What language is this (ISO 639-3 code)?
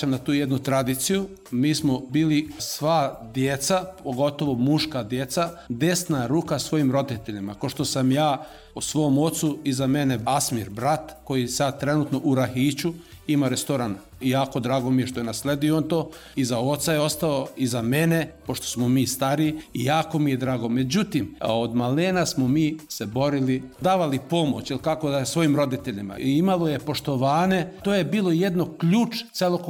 srp